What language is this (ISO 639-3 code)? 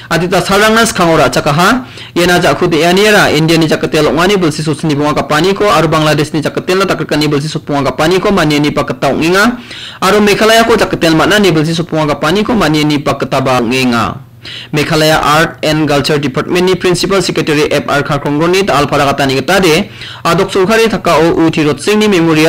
grt